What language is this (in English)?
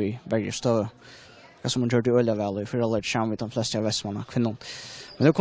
Faroese